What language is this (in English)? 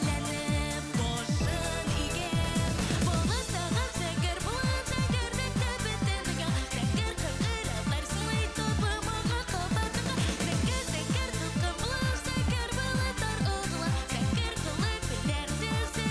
Bashkir